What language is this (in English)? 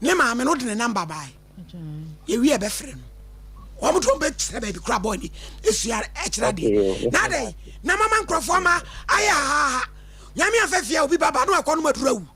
Akan